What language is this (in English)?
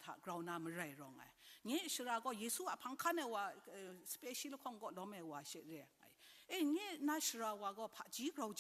Kachin